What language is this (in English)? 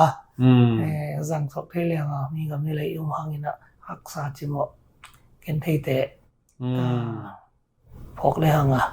Tedim Chin